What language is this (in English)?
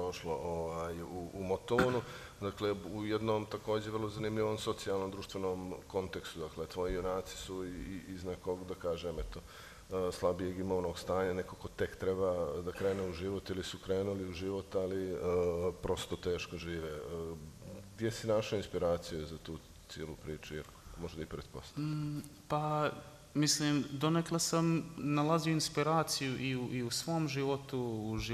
Serbian